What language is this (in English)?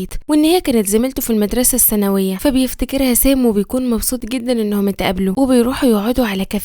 Egyptian Arabic